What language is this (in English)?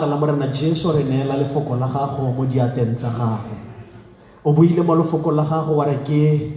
Tswana